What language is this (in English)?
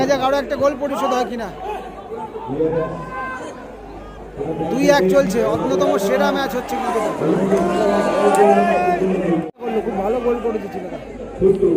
Bangla